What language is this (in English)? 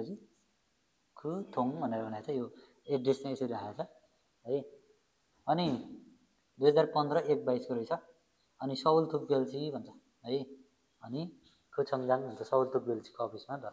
Nepali